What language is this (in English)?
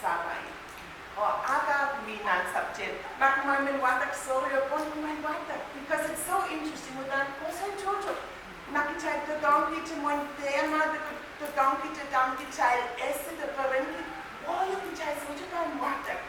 Pohnpeian